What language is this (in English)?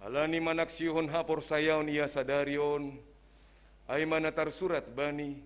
Batak Simalungun